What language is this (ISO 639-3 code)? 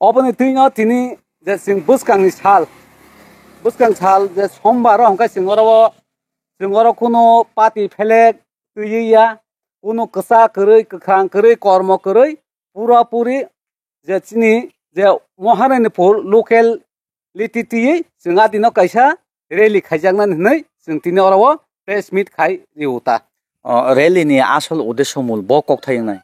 trp